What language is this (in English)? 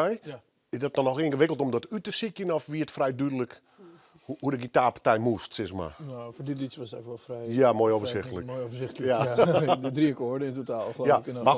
Western Frisian